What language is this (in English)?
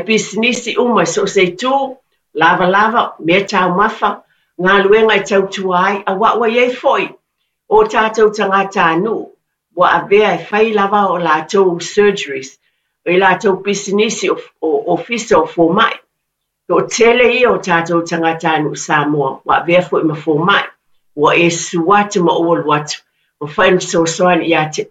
Samoan